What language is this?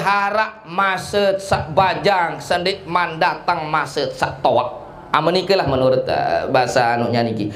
Sasak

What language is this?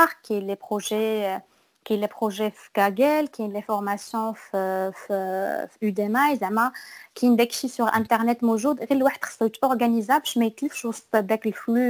Moroccan Arabic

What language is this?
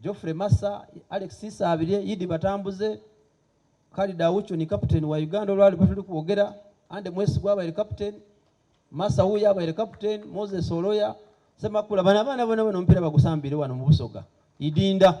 Soga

